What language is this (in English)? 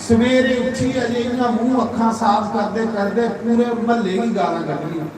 Dogri